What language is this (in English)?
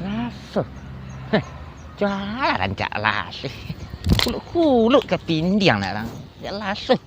Minangkabau